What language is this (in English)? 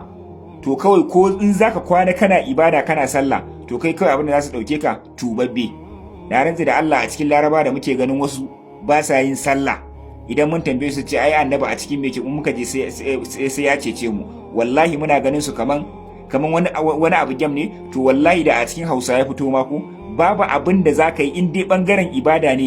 Hausa